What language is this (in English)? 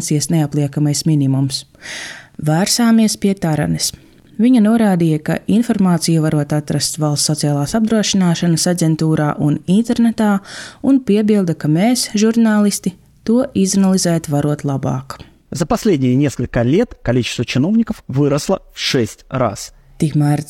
Latvian